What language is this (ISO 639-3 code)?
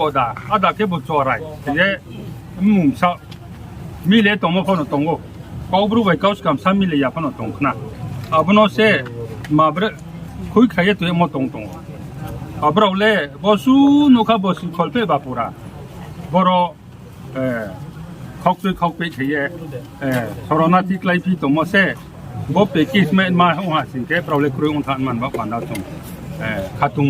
ria